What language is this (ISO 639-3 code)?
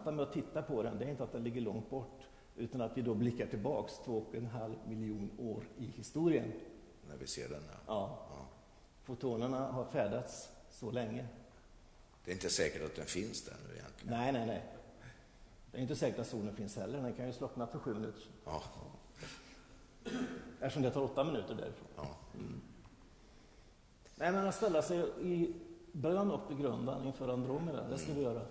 swe